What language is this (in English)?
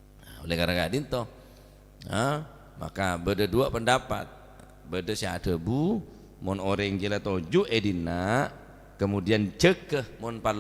Madurese